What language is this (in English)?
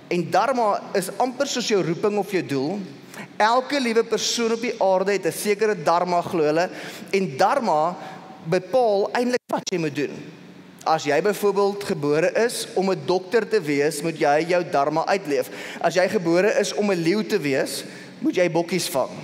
Afrikaans